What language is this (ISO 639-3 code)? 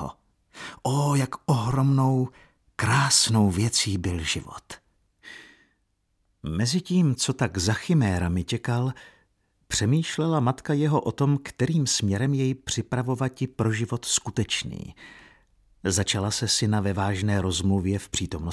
ces